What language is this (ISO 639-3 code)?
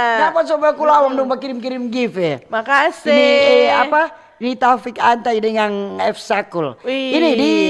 xmm